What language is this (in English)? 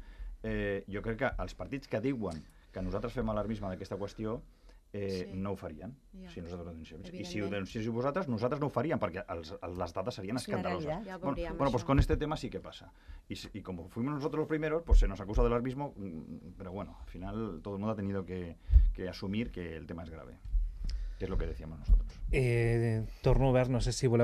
Catalan